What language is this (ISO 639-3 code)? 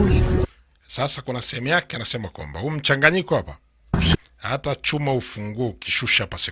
swa